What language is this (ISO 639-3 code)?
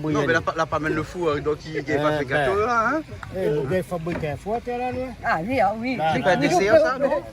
rcf